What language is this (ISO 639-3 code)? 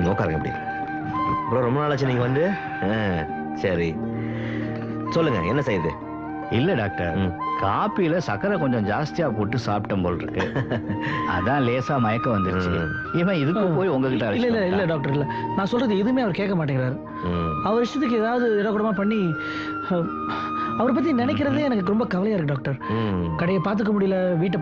tam